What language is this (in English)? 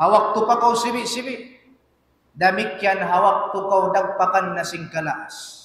Tausug